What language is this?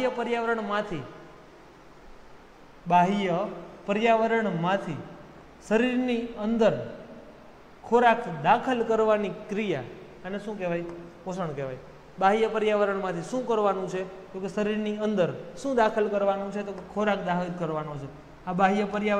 Gujarati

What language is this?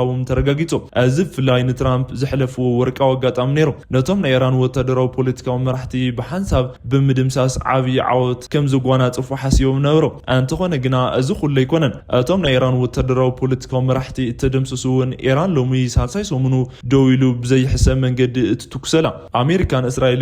Tigrinya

